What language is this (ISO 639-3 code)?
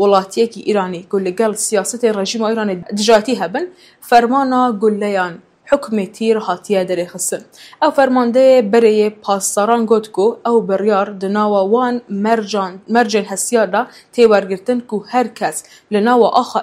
kur